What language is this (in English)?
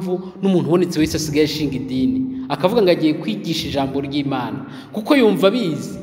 Kinyarwanda